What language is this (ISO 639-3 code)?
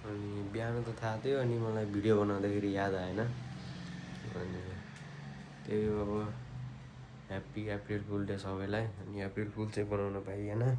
nep